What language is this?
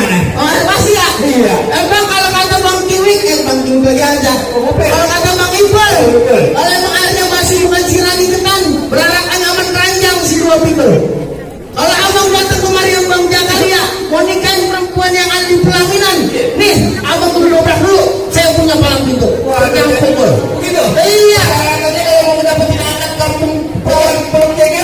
Betawi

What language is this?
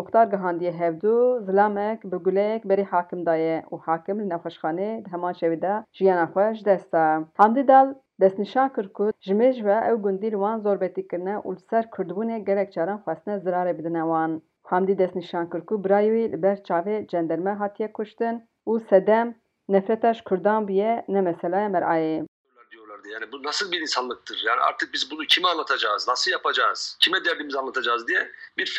Kurdish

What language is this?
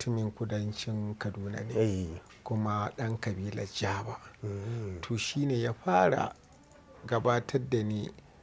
Hausa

